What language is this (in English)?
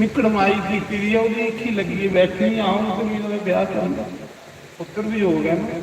Dogri